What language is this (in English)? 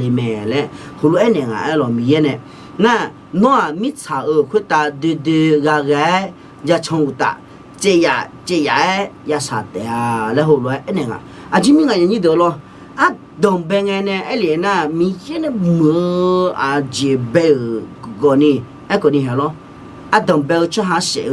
Akha